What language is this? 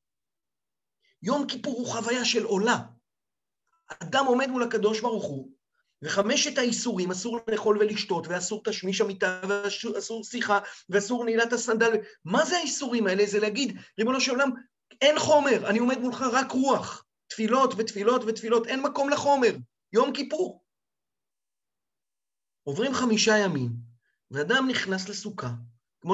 Hebrew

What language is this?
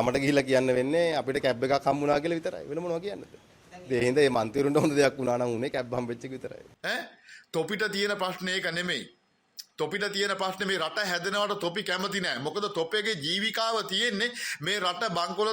Sinhala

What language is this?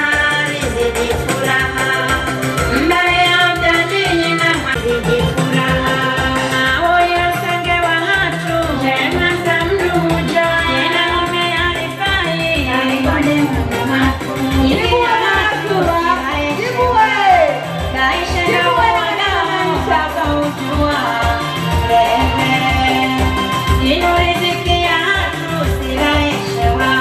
Swahili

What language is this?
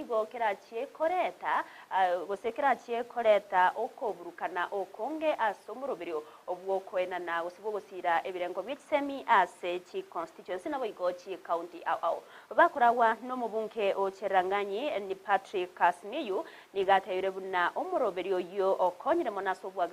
Gusii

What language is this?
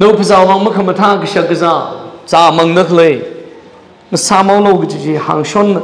Tangkhul Naga (India)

